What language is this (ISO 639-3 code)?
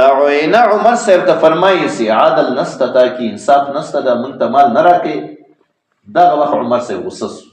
pus